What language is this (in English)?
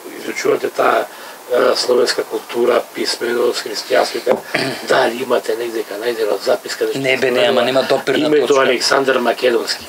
Macedonian